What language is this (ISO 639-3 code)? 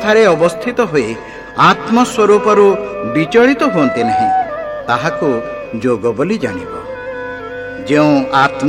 ori